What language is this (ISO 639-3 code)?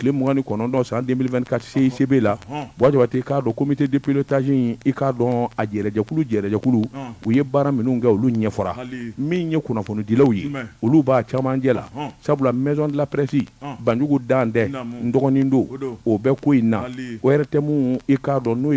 bam